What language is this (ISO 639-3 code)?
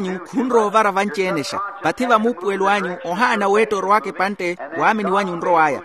vmw